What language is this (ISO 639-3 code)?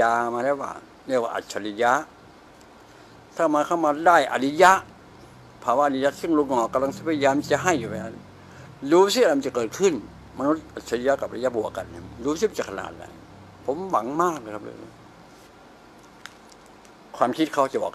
tha